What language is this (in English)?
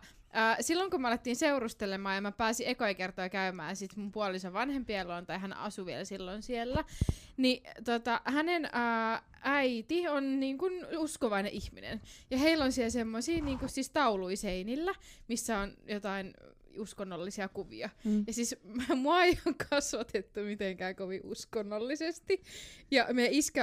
Finnish